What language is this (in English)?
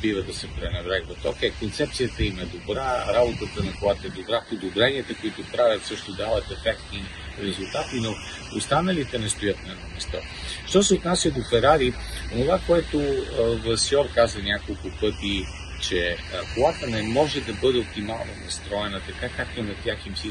Bulgarian